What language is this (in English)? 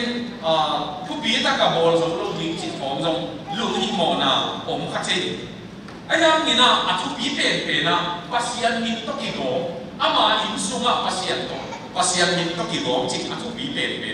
Tedim Chin